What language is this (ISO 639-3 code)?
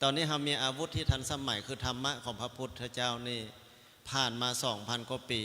lao